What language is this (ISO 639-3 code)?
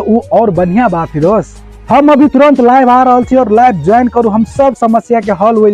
mai